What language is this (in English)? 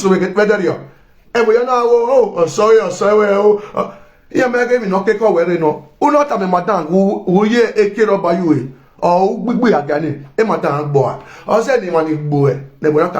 Nigerian Pidgin